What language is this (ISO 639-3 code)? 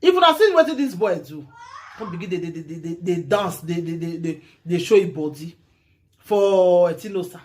pcm